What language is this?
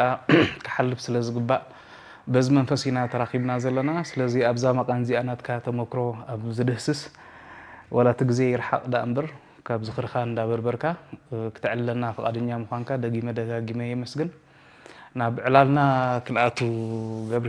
Tigrinya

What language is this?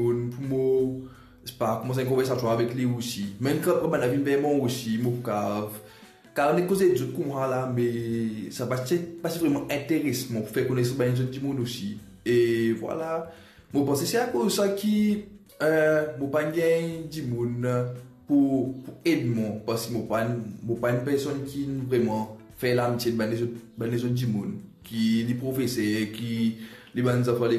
Morisyen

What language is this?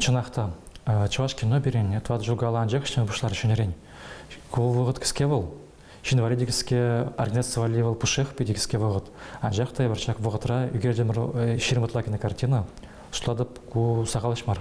Chuvash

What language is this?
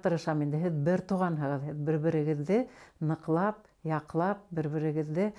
Bashkir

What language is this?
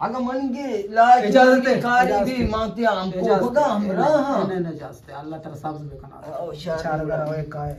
Eastern Balochi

